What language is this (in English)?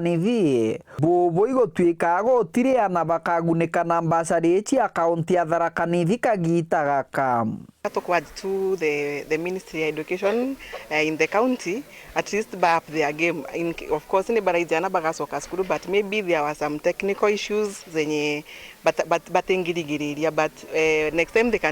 Meru